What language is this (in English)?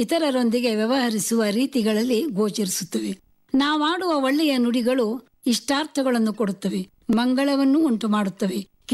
Kannada